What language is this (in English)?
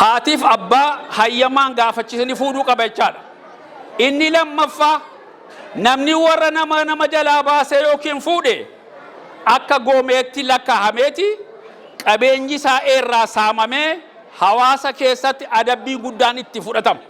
Oromo